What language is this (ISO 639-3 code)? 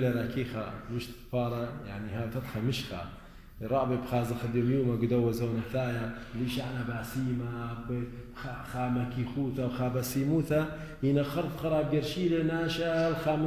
aii